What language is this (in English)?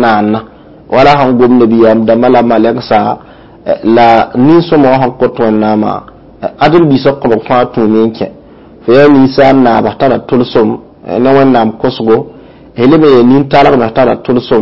Mossi